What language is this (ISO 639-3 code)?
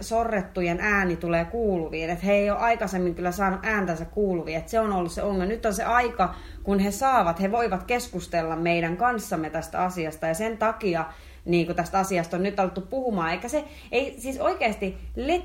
fin